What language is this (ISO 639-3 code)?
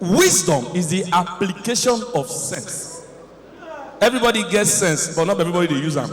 pcm